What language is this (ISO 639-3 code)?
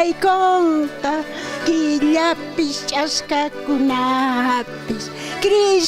quh